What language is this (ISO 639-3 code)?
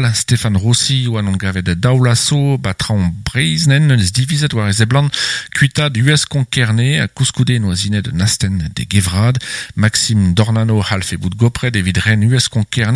bre